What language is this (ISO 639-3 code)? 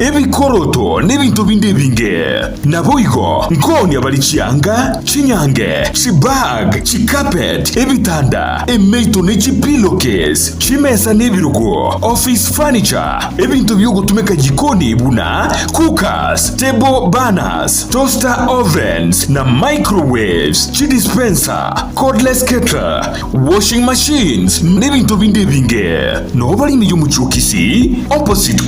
guz